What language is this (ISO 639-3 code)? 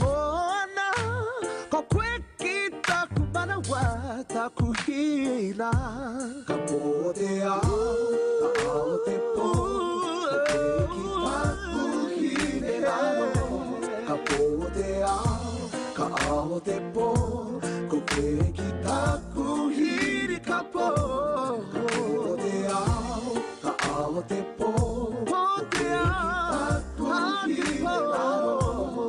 mri